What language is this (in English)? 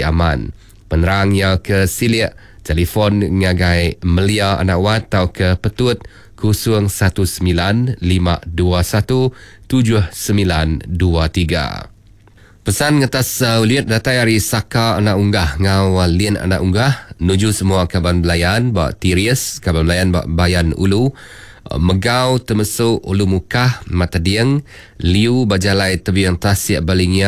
Iban